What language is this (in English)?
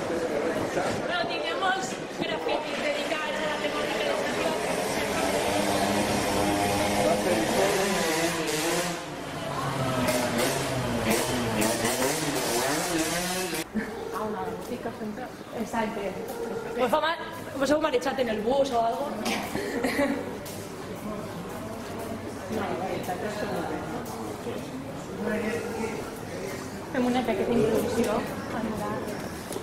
Catalan